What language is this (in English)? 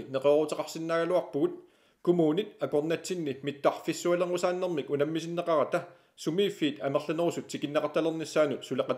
Kalaallisut